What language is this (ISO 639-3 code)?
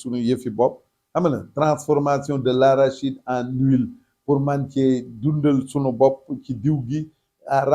wol